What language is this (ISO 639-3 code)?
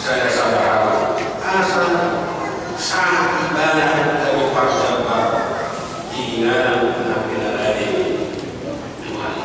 bbc